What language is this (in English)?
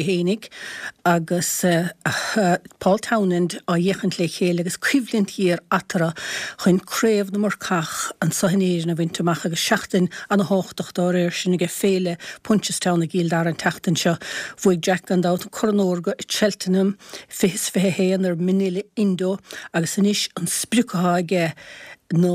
Irish